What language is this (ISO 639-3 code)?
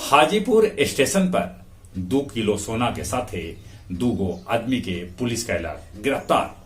mag